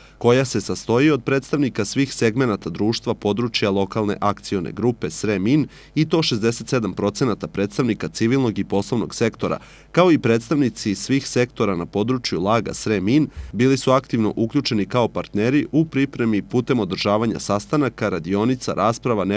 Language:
Serbian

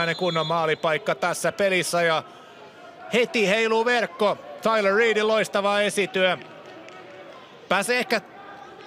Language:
Finnish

